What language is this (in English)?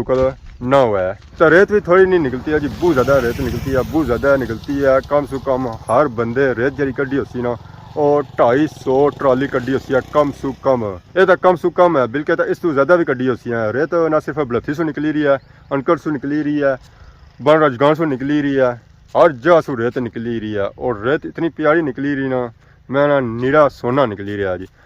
Pahari-Potwari